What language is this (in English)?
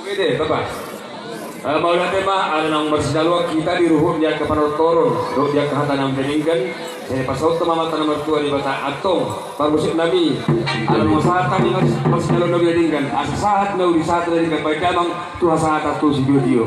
Batak Toba